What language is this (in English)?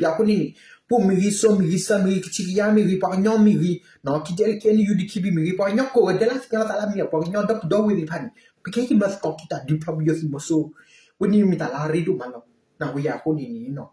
S'gaw Karen